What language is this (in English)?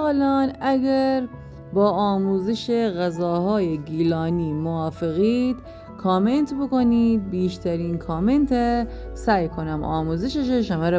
Gilaki